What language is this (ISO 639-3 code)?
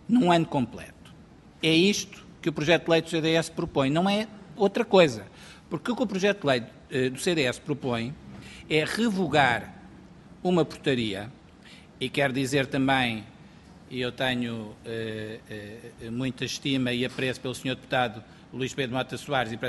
por